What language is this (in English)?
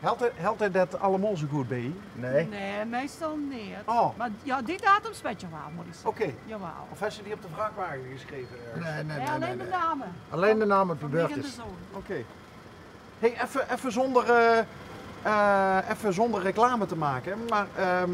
Limburgish